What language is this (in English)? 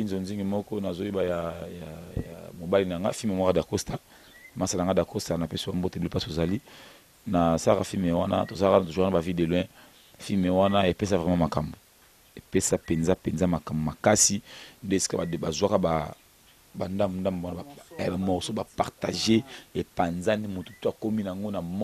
Lingala